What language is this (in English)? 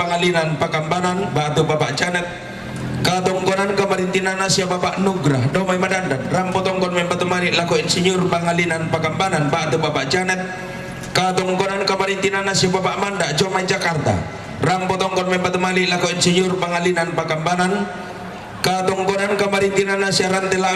Toraja-Sa'dan